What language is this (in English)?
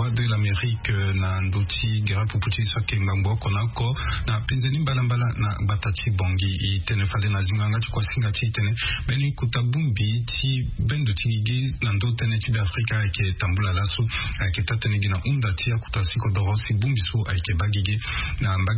Sango